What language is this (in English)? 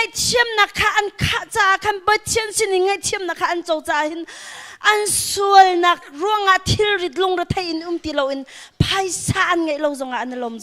Hakha Chin